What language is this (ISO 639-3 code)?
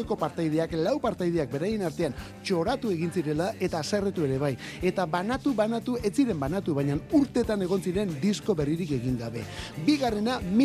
eus